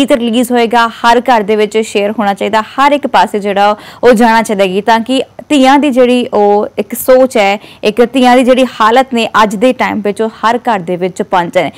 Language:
Punjabi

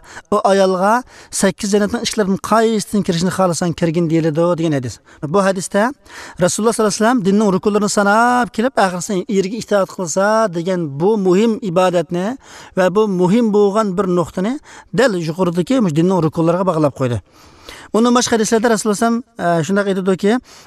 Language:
Uyghur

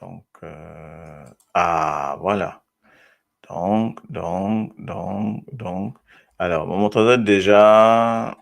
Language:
Morisyen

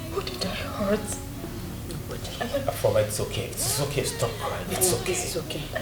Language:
Nigerian Pidgin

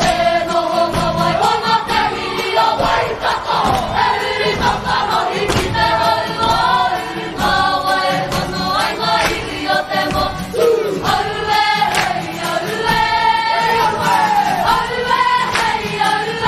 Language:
Māori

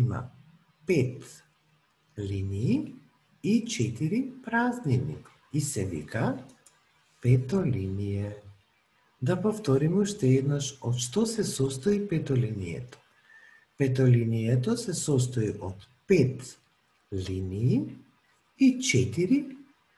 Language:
Macedonian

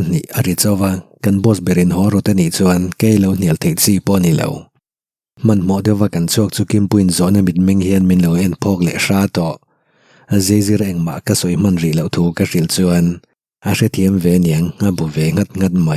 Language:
Mizo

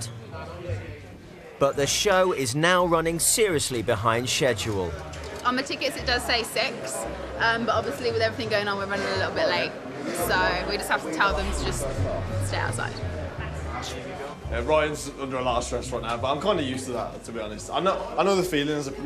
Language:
English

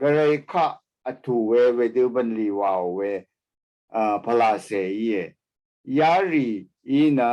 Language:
Rawang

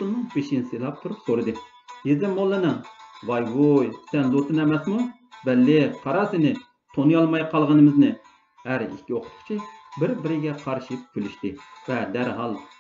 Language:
Uyghur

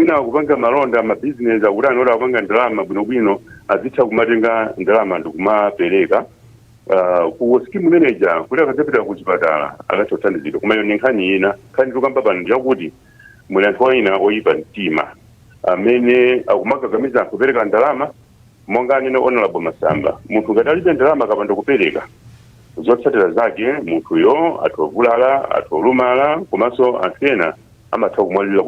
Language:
Nyanja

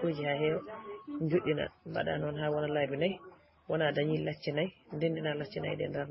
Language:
Fula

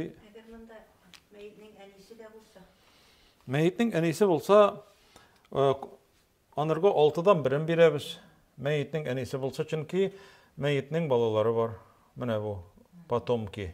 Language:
Tatar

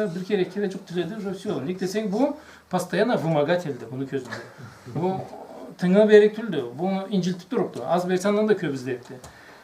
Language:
Karachay-Balkar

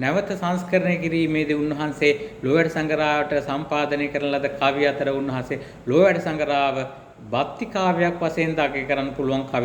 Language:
Sinhala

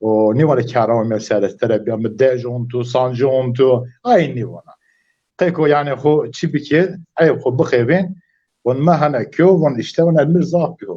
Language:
Zaza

